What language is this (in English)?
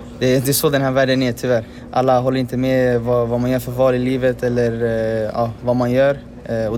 Swedish